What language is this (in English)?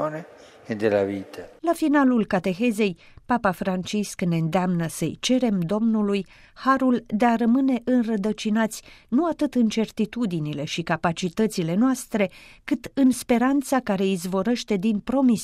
Romanian